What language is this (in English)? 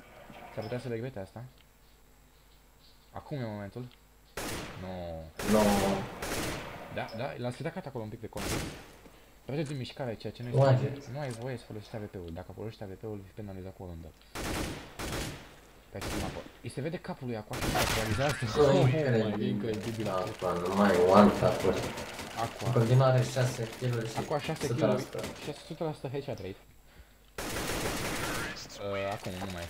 Romanian